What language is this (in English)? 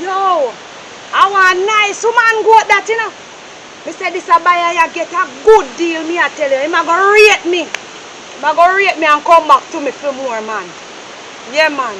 Jamaican Creole English